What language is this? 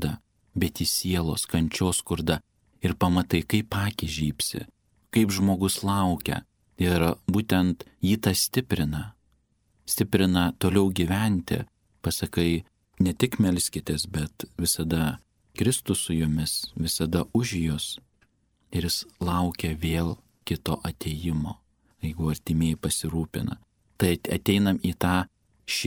Lithuanian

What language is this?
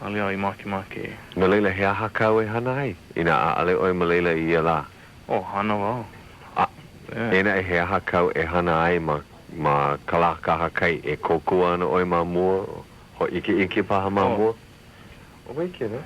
Hawaiian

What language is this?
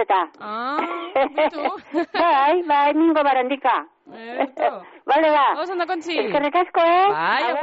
Basque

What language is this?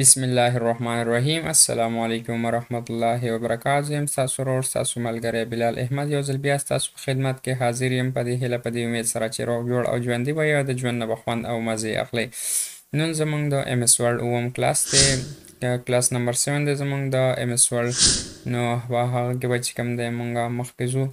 Pashto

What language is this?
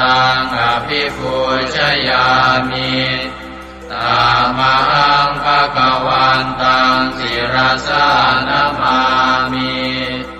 Pali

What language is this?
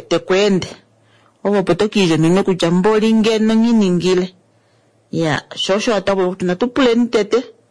Kuanyama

